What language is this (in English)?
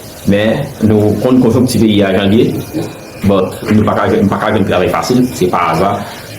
Haitian Creole